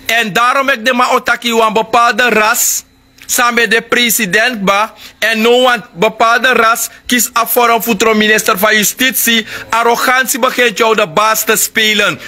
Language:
Sranan Tongo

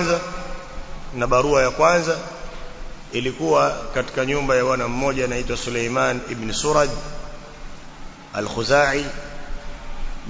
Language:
Swahili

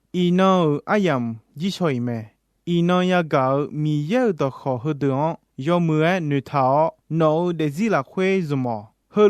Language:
Akha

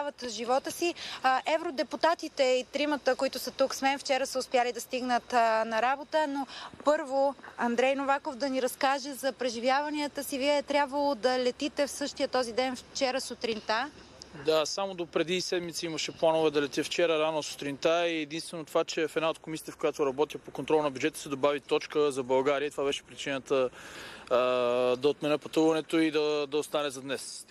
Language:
Bulgarian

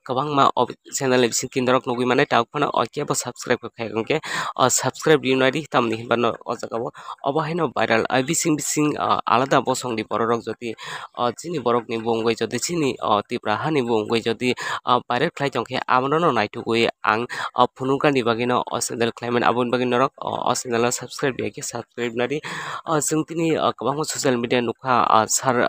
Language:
Kok Borok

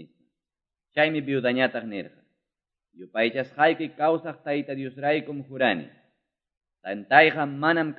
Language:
Quechua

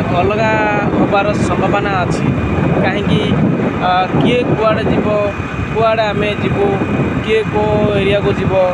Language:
Odia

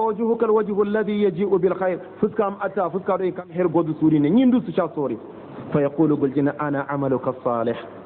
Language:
Hausa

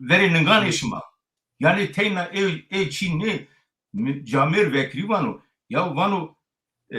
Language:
Zaza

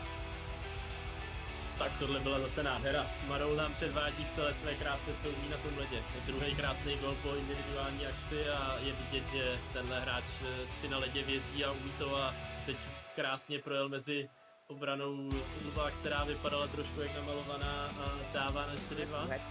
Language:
Czech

